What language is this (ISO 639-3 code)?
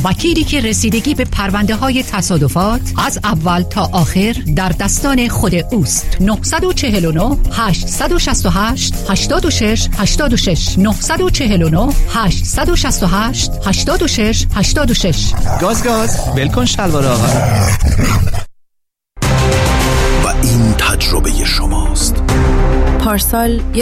fas